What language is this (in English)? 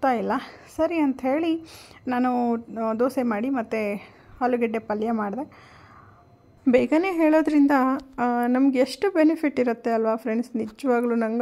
Kannada